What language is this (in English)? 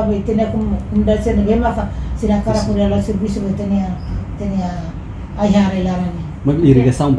Tetum